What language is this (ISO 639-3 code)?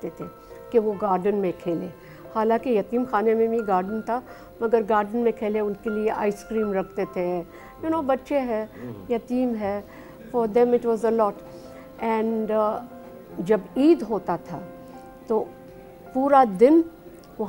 urd